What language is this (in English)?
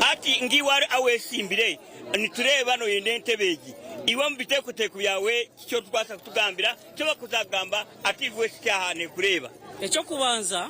Nyankole